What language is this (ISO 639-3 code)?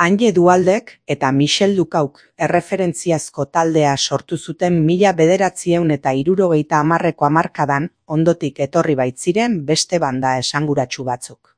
eus